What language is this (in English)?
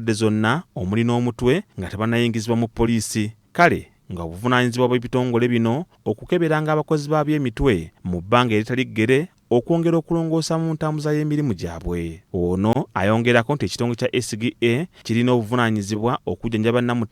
Ganda